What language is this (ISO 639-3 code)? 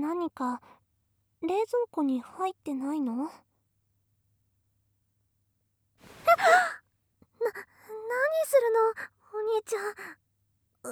jpn